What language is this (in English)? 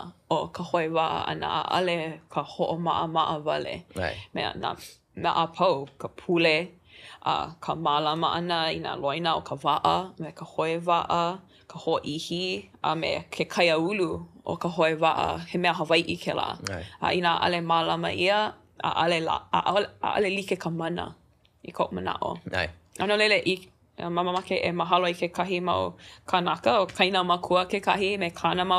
Hawaiian